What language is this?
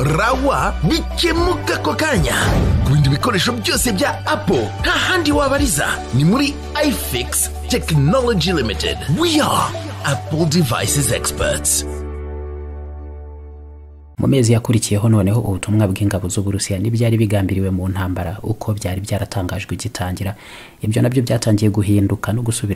Kinyarwanda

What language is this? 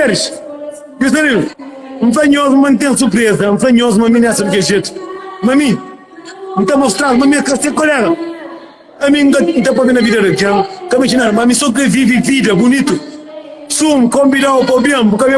Kabuverdianu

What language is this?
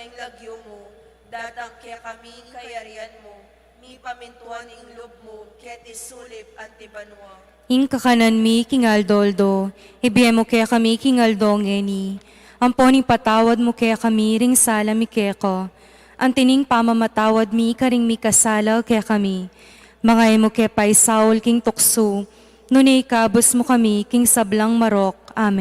Pampanga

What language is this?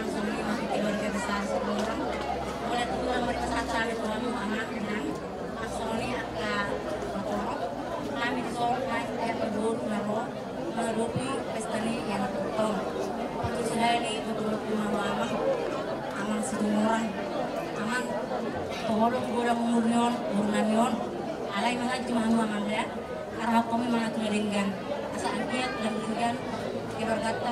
Batak Toba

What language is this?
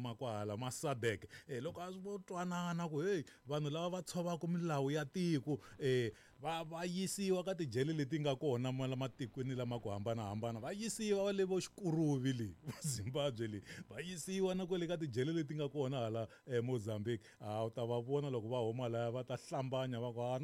Tsonga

